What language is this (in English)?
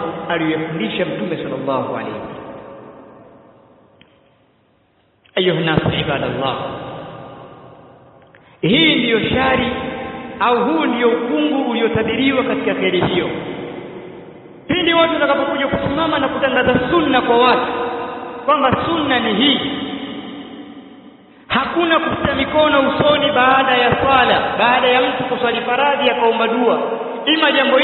Swahili